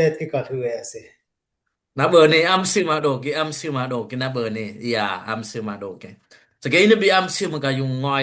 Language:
Dimasa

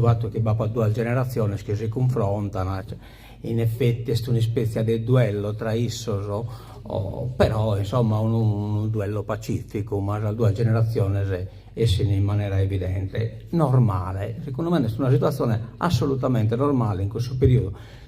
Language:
Sardinian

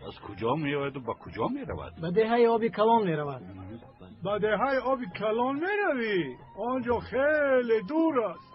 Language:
Tajik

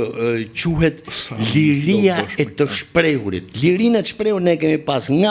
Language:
Albanian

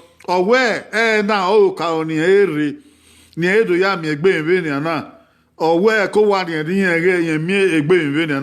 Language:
Bini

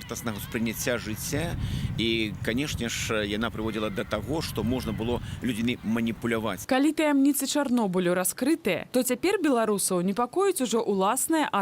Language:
Belarusian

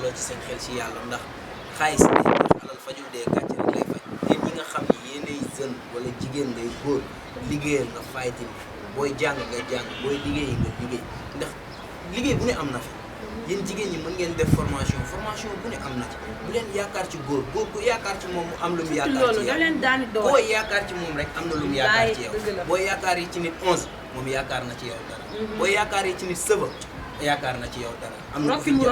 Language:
Wolof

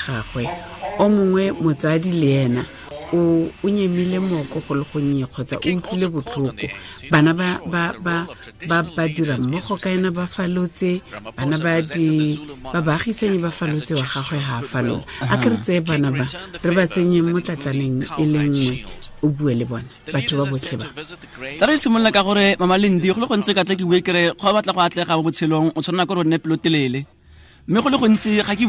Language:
Tswana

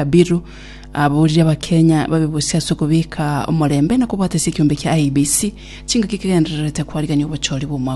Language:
Gusii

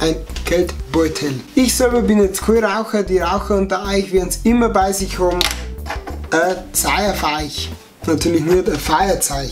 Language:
Bavarian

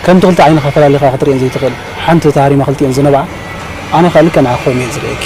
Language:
Tigrinya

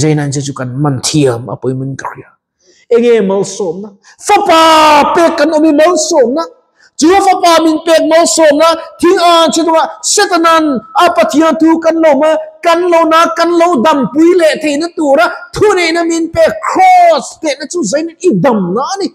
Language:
Mizo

